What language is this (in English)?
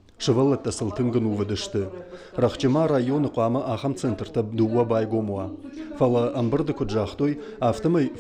Ossetic